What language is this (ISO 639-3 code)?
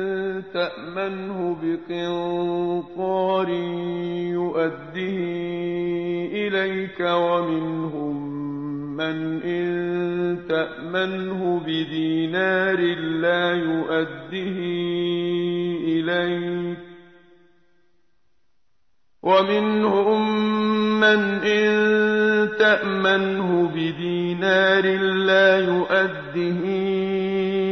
ara